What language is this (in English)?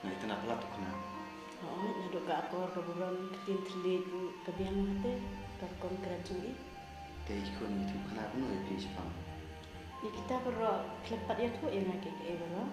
Khasi